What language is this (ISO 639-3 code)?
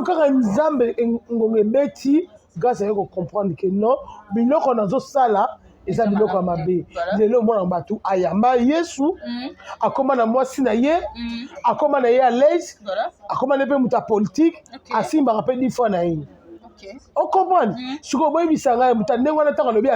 lin